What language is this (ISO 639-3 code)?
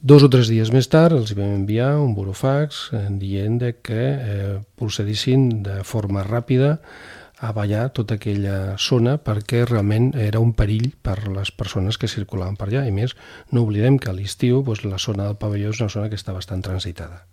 cat